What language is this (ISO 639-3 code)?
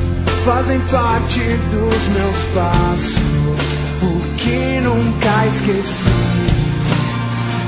por